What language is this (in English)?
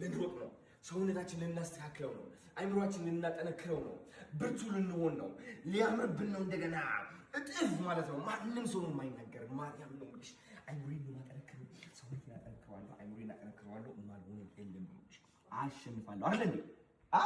Amharic